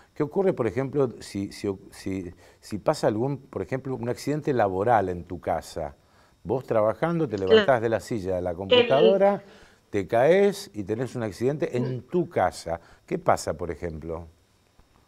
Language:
Spanish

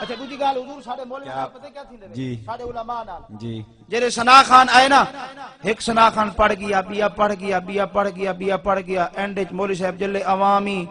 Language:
Saraiki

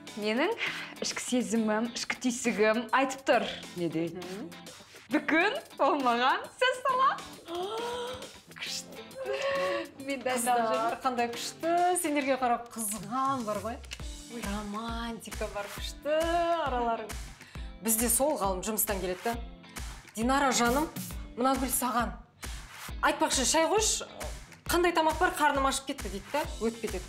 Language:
Kazakh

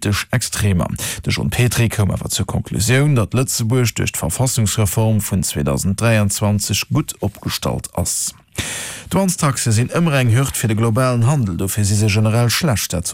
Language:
Luxembourgish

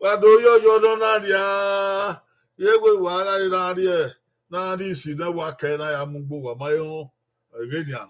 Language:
Bini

